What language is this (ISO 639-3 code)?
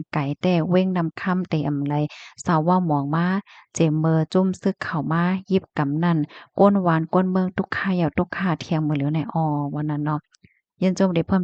shn